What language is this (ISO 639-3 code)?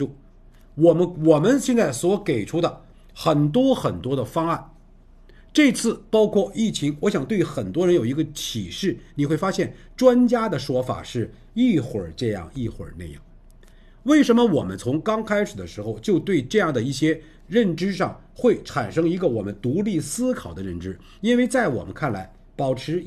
zho